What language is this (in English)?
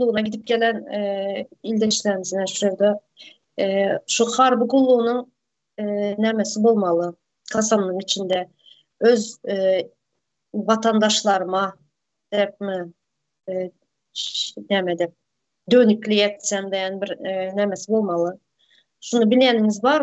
Turkmen